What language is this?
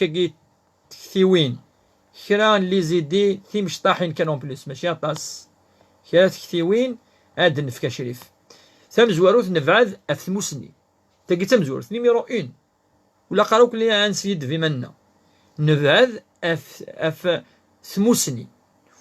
Kabyle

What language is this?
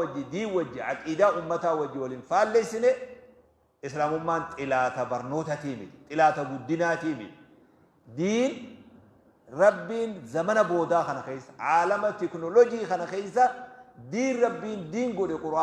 Oromo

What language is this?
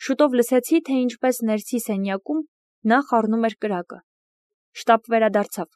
Armenian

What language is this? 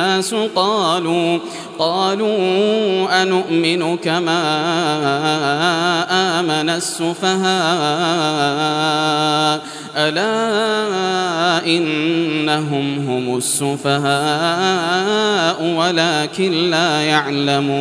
Arabic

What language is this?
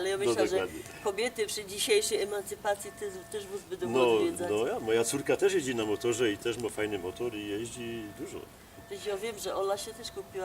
Silesian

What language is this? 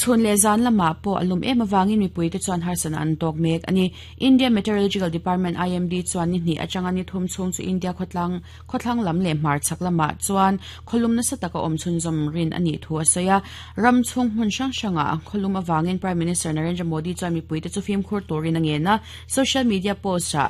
Mizo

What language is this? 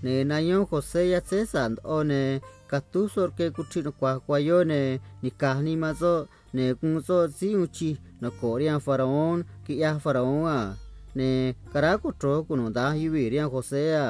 Copala Triqui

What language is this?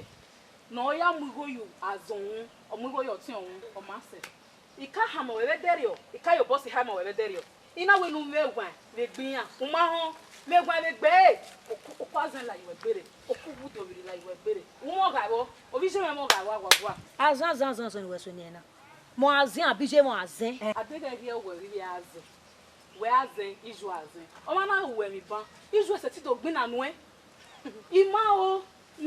Bini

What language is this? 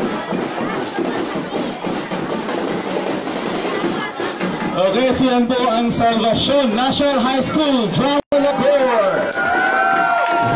Filipino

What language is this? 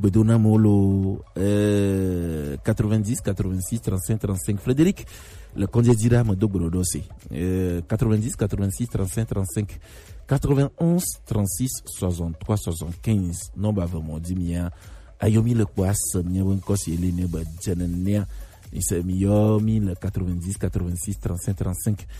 Gen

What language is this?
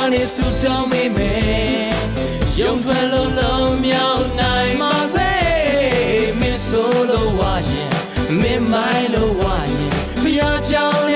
Burmese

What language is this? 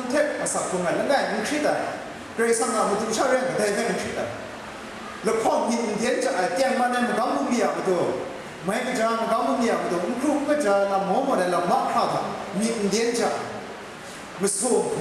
Kachin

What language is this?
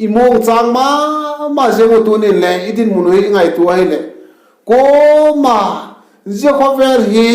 Vaiphei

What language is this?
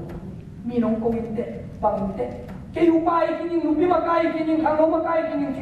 Tedim Chin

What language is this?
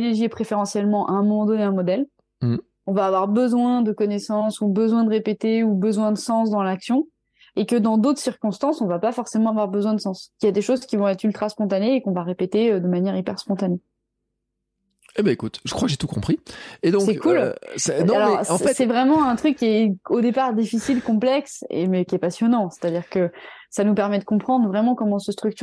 French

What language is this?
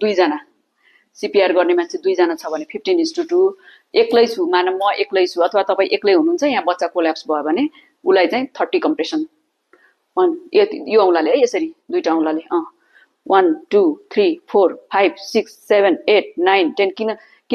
Nepali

